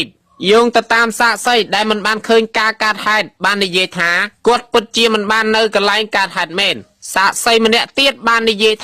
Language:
Khmer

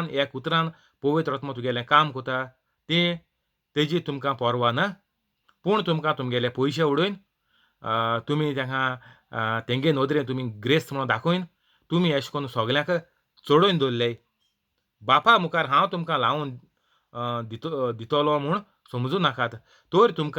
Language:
Konkani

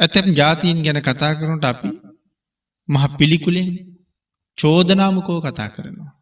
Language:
Sinhala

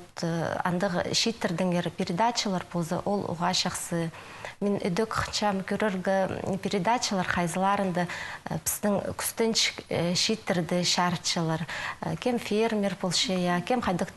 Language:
Khakas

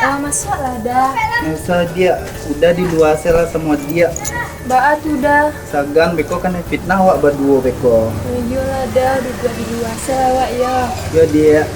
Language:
Minangkabau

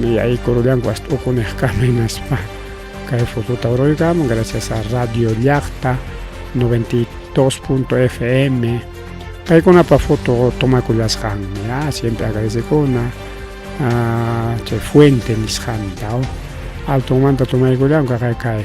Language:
Ayacucho Quechua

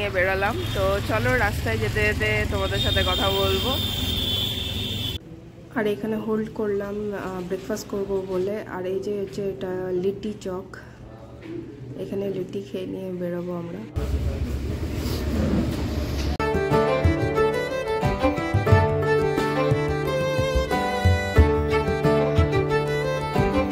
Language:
Bangla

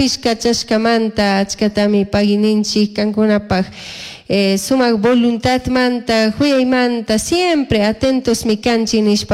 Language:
Chimborazo Highland Quichua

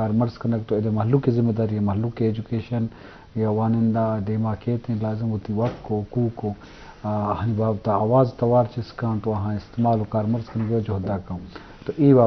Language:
Eastern Balochi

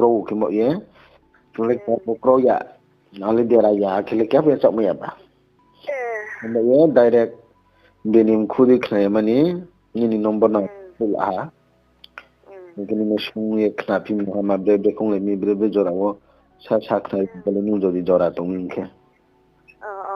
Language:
Riang (India)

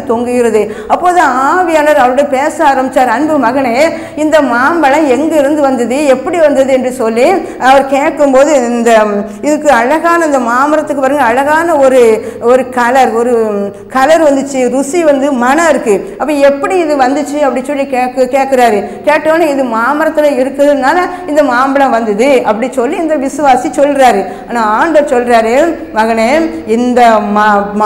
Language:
Tamil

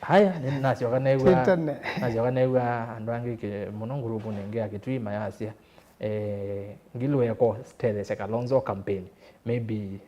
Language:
Kamba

